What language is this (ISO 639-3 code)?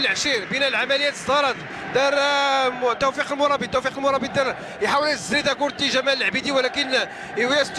ary